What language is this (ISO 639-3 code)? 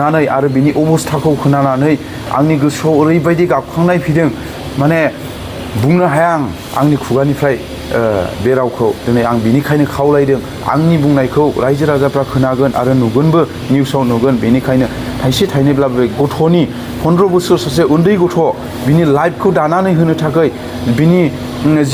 brx